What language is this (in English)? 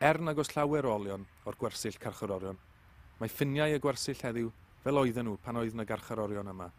Welsh